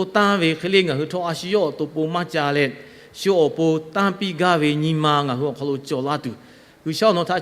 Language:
Lahu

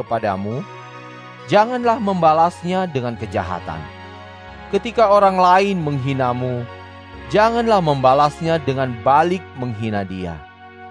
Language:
Indonesian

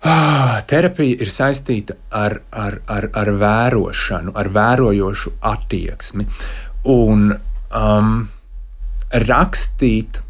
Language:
Latvian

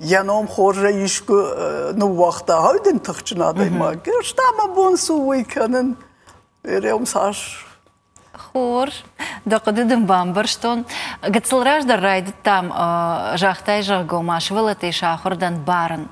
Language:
Ossetic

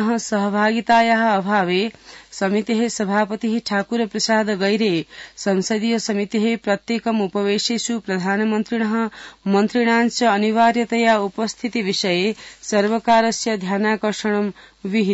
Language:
Sanskrit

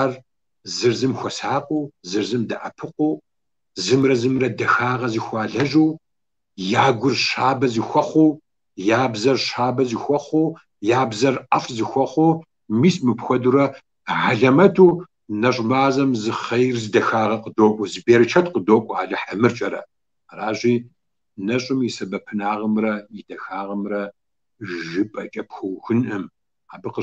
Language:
Kabardian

